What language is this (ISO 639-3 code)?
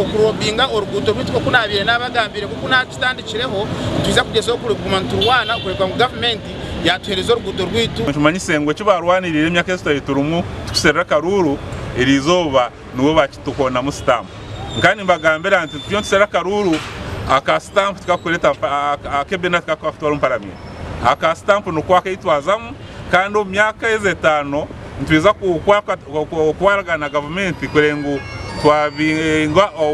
nyn